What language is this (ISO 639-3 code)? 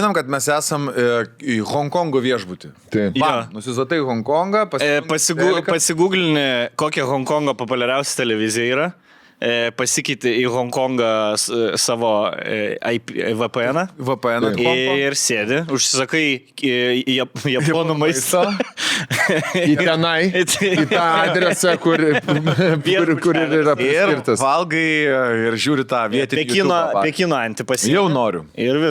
lit